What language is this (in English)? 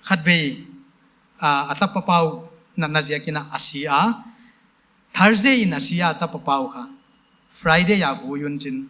Paite Chin